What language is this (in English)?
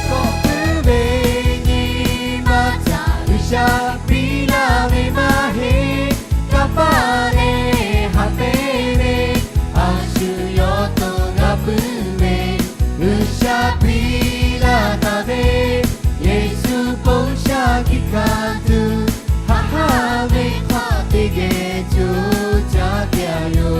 Lahu